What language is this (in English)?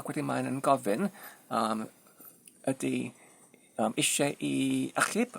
Welsh